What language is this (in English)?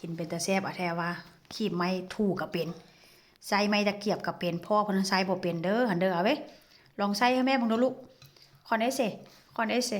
Northeastern Thai